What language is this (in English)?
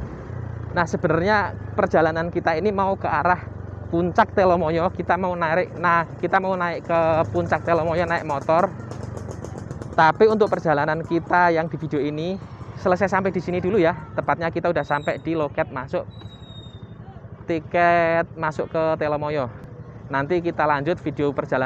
Indonesian